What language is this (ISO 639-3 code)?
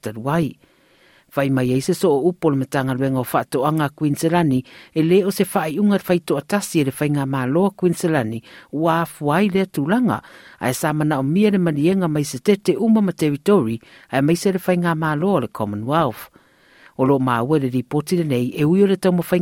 smo